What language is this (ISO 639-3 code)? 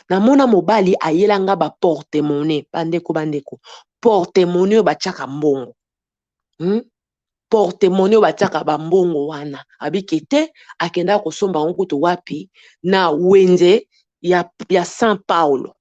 lin